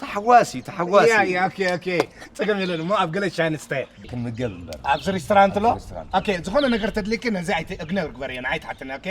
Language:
Tigrinya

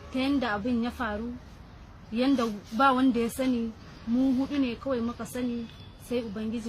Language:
Hausa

